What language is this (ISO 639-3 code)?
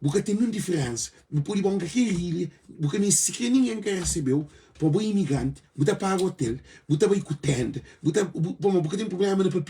kea